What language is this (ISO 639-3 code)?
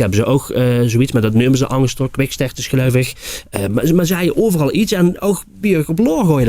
lim